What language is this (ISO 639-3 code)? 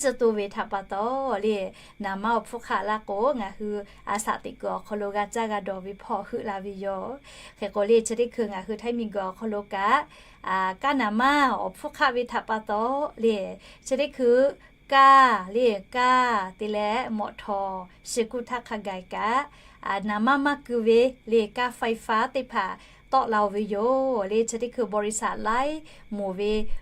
lhu